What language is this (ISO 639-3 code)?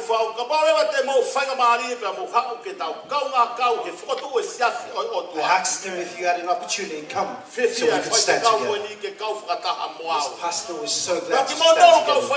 ton